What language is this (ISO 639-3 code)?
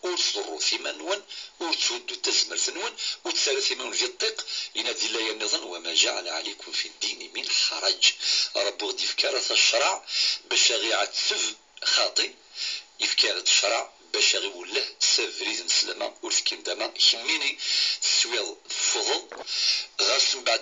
kab